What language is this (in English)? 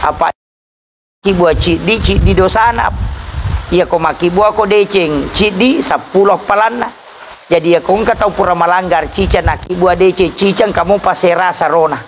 Buginese